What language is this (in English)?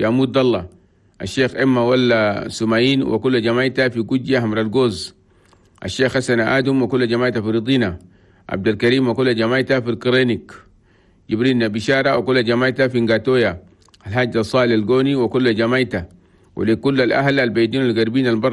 Chadian Arabic